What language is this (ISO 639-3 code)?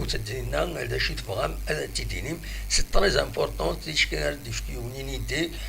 kab